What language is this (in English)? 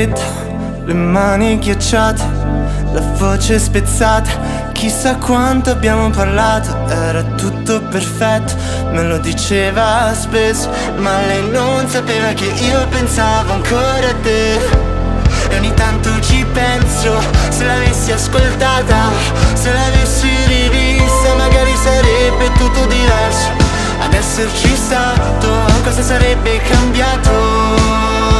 Italian